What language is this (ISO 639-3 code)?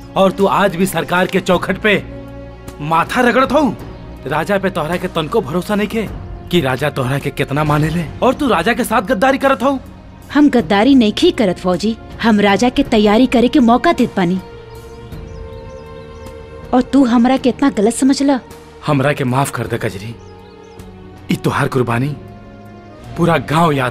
bho